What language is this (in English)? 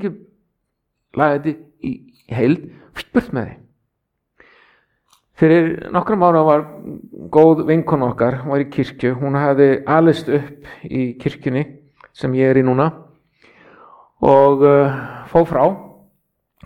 Icelandic